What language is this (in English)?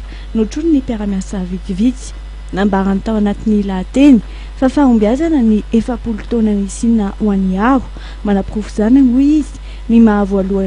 Malagasy